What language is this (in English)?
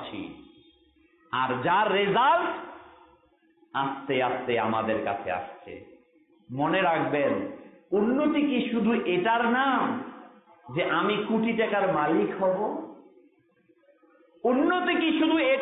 Bangla